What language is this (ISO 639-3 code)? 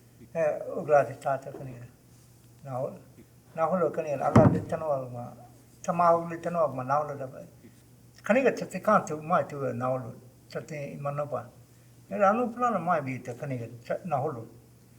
cho